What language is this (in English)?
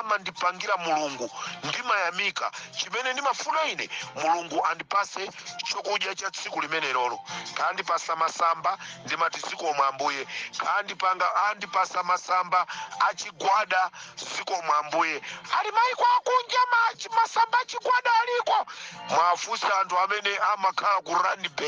Nyanja